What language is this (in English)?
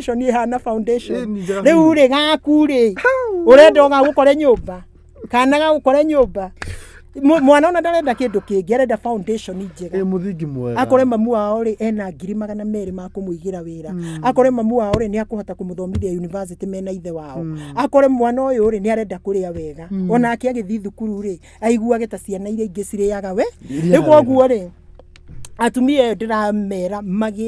Kikuyu